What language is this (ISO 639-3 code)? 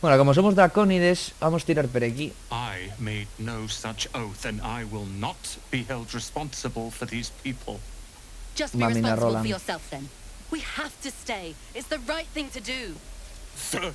ast